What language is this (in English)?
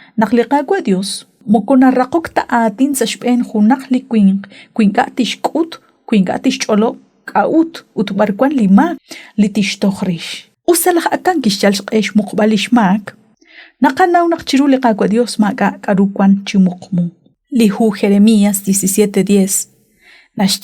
Kekchí